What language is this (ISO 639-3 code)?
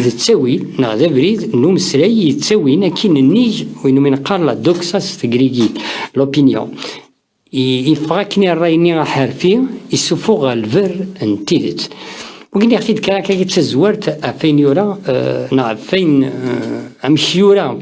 kab